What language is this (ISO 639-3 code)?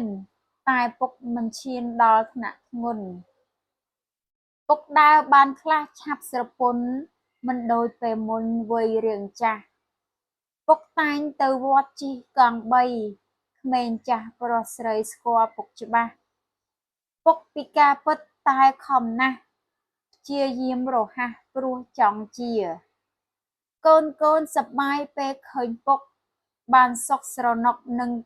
khm